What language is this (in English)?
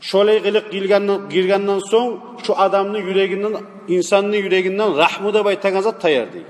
Kumyk